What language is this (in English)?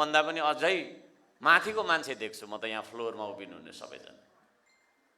Nepali